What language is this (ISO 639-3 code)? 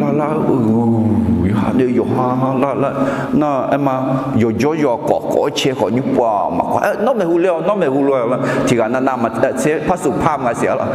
ahk